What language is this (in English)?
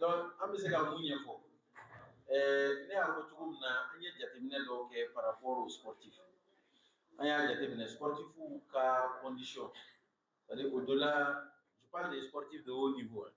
Bambara